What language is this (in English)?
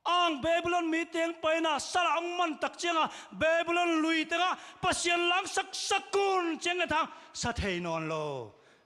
Tedim Chin